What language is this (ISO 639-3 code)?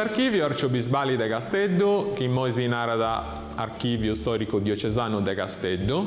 srd